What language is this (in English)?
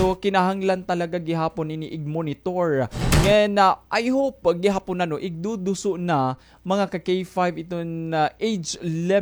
Waray